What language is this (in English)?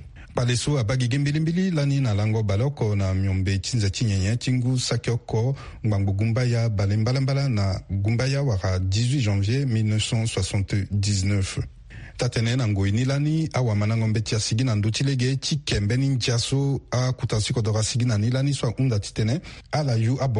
Sango